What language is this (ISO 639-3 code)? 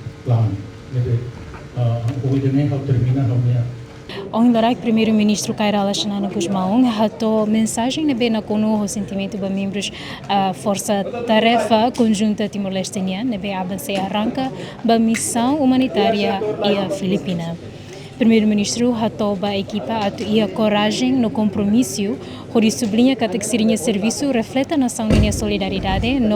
tet